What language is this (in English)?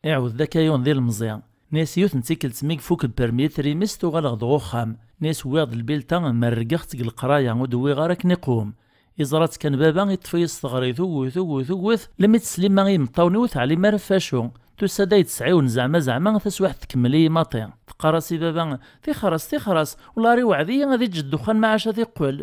Kabyle